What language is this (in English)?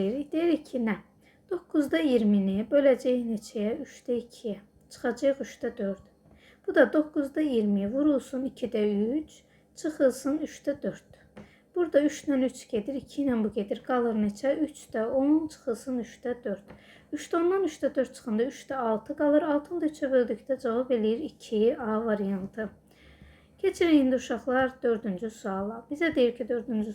Azerbaijani